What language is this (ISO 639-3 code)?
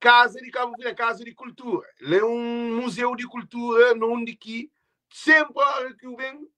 kea